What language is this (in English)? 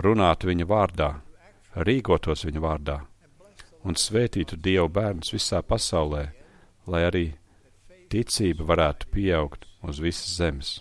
Latvian